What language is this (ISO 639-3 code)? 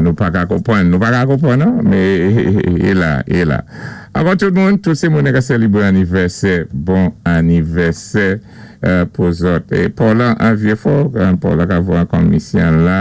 acf